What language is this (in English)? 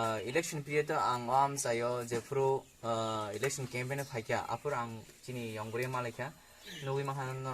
Kok Borok